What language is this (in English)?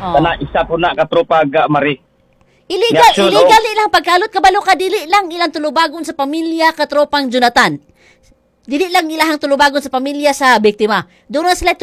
Cebuano